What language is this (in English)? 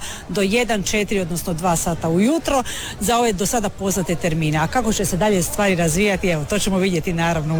Croatian